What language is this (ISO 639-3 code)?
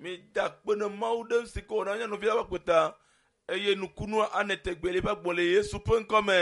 ewe